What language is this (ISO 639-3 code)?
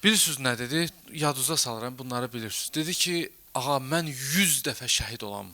aze